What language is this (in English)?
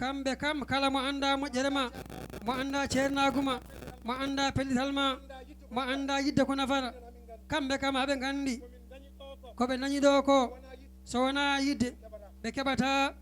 Fula